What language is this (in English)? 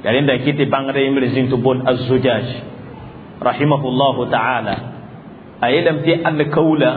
Mossi